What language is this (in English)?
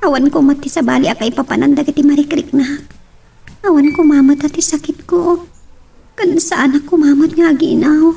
Iloko